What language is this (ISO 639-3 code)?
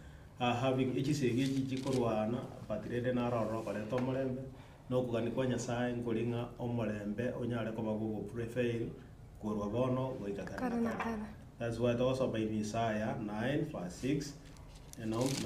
guz